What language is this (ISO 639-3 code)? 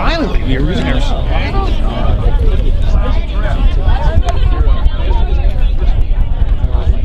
eng